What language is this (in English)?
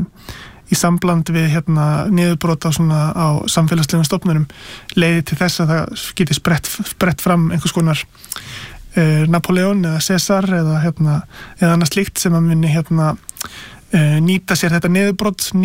Icelandic